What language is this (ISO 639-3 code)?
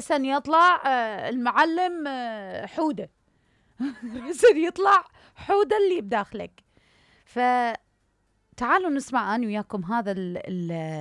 acm